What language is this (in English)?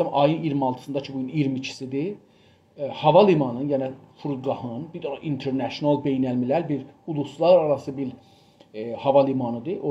South Azerbaijani